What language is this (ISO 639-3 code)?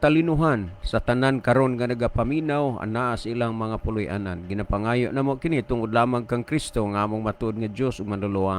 ceb